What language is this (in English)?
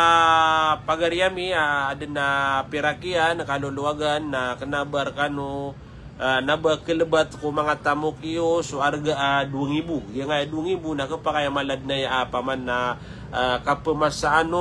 Maranao